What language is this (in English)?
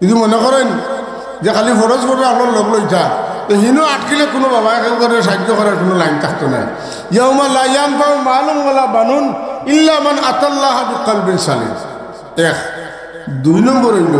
Sylheti